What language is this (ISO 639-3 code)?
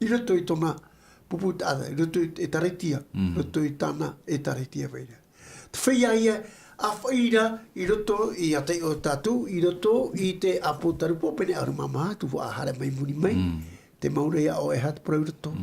tah